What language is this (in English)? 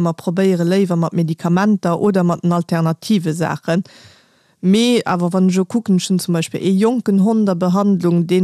Luxembourgish